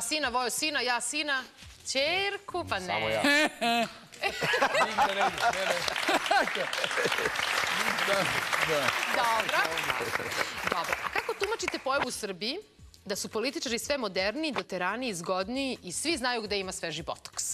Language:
Serbian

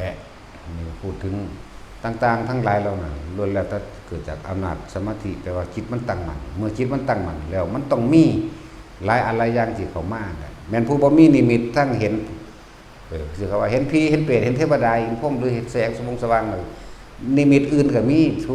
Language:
Northeastern Thai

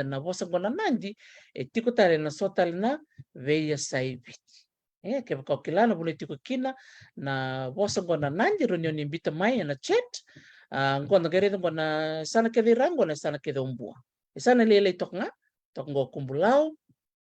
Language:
Fijian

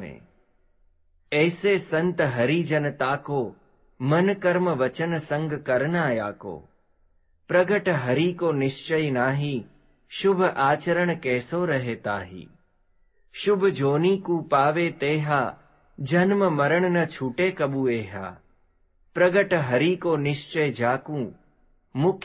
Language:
Gujarati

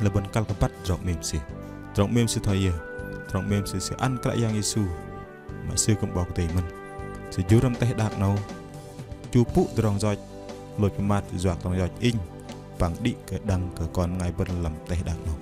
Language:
Bahnar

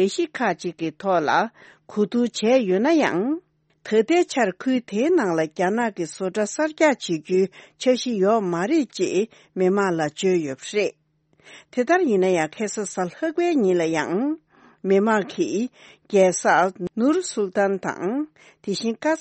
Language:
Tibetan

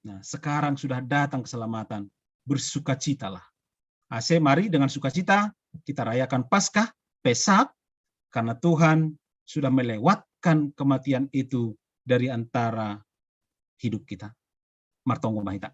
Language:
Batak Simalungun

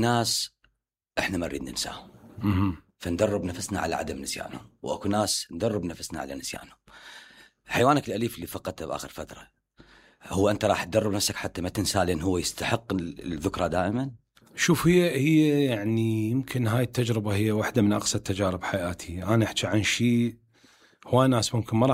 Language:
Mesopotamian Arabic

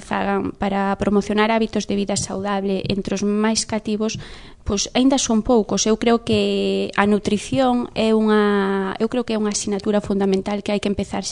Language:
Galician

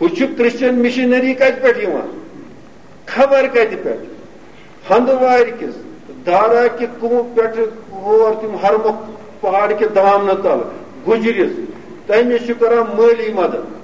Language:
Kashmiri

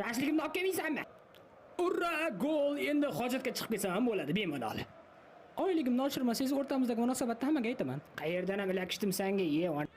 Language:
Uzbek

